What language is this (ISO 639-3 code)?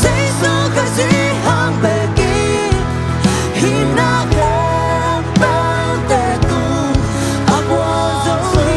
ctd